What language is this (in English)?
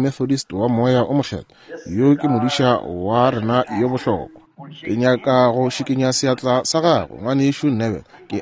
Northern Sotho